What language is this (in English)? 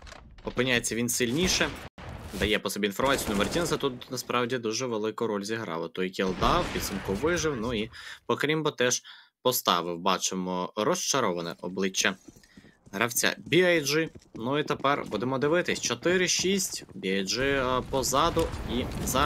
Ukrainian